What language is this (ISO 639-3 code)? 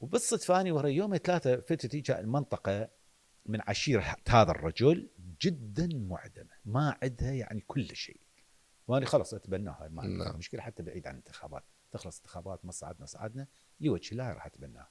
acm